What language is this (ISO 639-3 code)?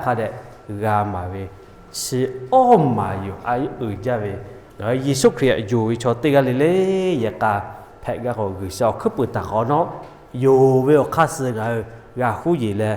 lhu